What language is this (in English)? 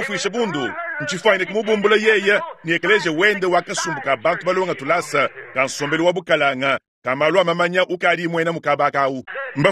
Luba-Lulua